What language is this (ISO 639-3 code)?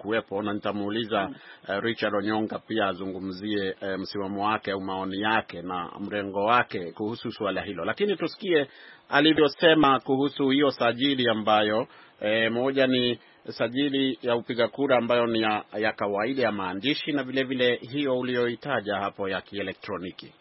swa